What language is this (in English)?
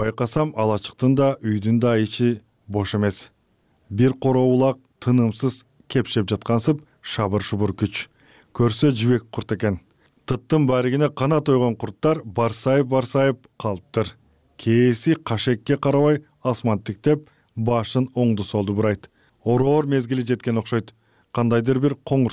Kyrgyz